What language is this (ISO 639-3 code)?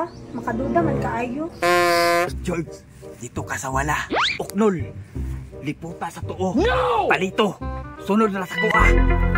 ceb